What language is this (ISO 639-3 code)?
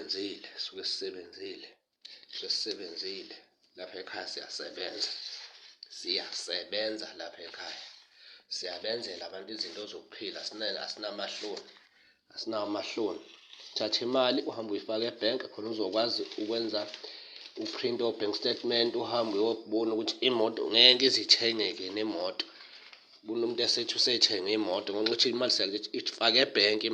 zul